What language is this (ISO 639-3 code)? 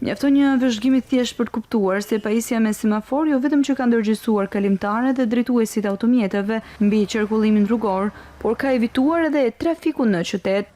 sqi